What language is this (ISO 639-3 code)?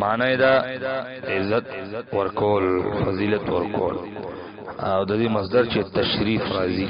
pus